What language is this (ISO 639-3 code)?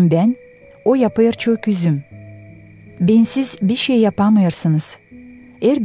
gag